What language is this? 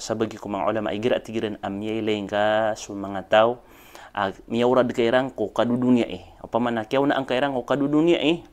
Maranao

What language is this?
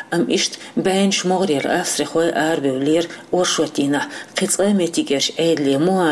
Chechen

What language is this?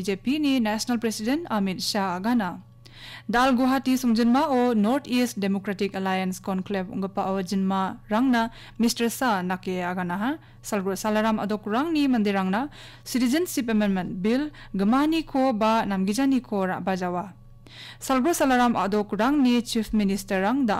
Garo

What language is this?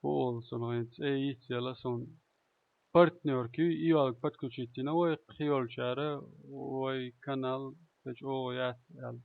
Chechen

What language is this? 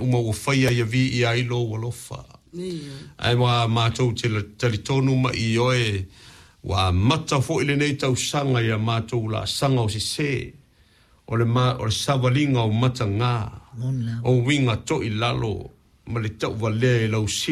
Samoan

